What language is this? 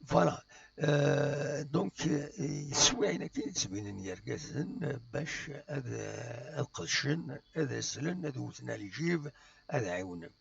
Kabyle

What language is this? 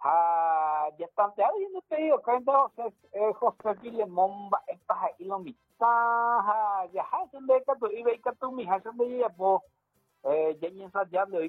Guarani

